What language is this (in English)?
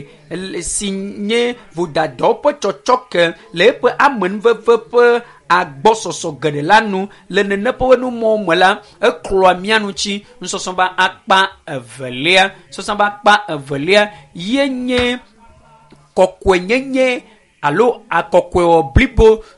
Ewe